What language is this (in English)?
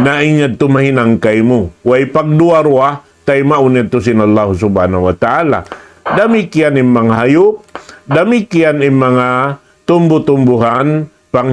Tausug